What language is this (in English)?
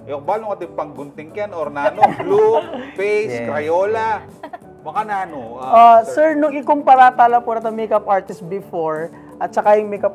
Pampanga